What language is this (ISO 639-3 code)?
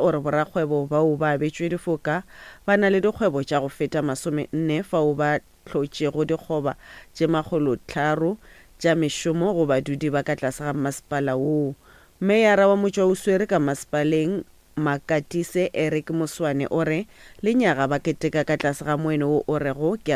nso